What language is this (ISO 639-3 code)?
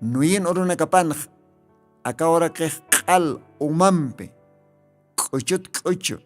aym